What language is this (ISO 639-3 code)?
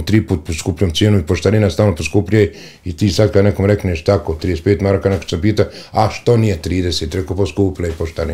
bos